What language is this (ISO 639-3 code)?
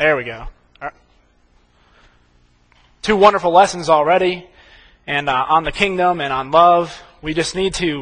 eng